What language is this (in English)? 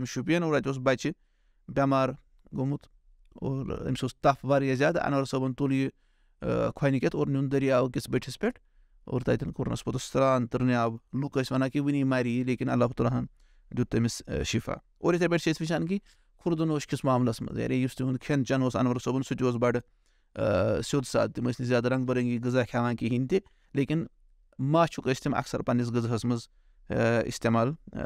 Kashmiri